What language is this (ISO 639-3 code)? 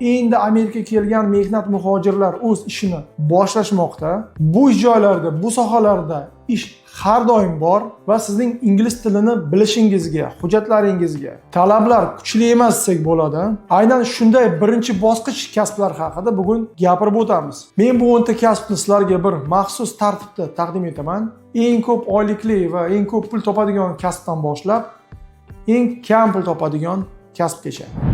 uzb